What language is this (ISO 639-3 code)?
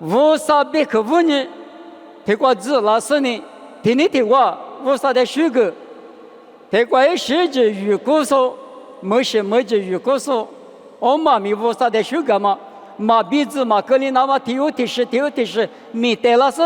lis